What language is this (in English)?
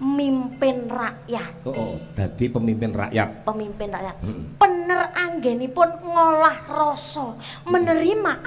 Javanese